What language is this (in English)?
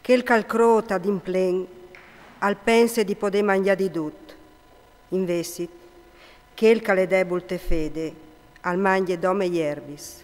Friulian